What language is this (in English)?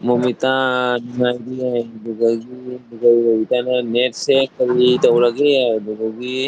Manipuri